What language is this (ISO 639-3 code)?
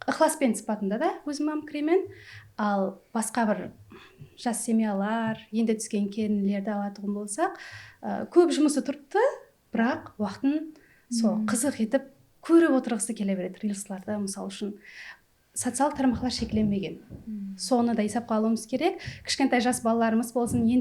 kaa